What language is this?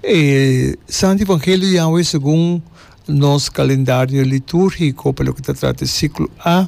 Papiamento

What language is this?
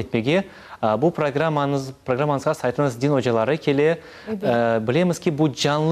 Crimean Tatar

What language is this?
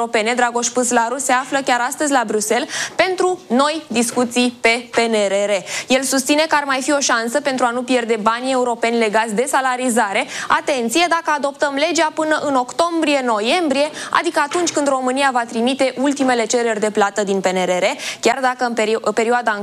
Romanian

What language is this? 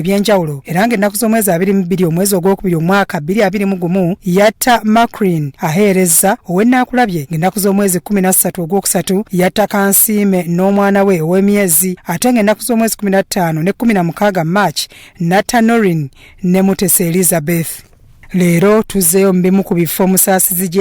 Ganda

